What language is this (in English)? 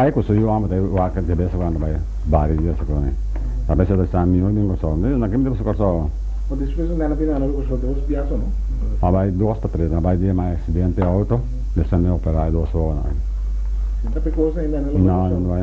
Papiamento